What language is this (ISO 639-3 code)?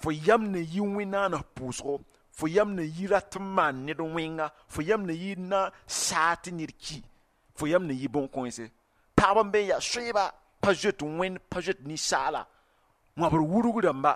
mos